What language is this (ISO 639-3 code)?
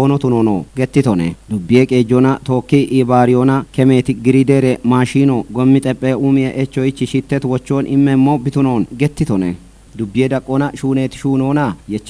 kbr